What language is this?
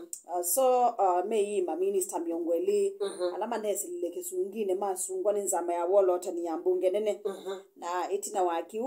Kamba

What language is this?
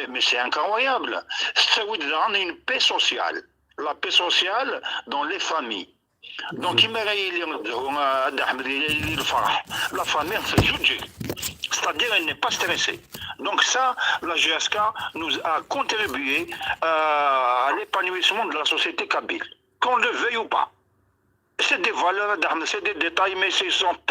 Kabyle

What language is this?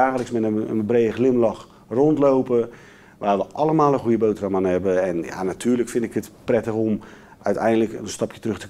Dutch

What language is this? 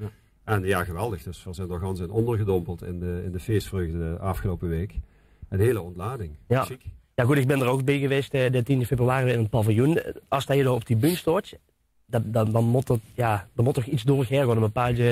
Limburgish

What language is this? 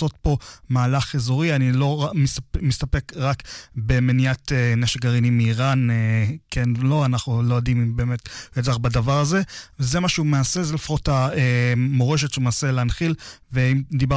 Hebrew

